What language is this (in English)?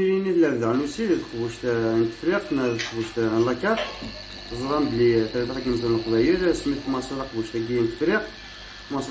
Kabyle